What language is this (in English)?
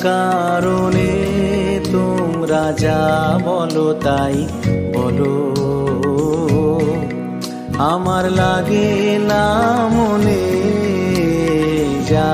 Bangla